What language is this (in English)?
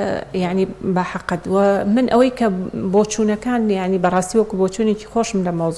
Central Kurdish